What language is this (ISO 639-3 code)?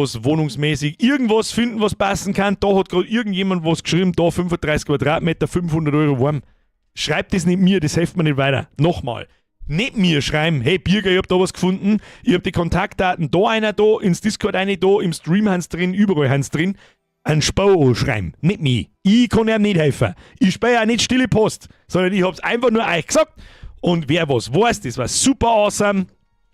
bar